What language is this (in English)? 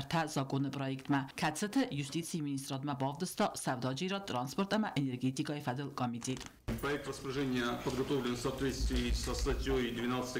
Ossetic